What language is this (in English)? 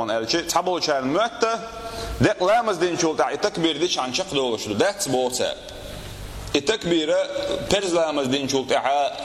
Chechen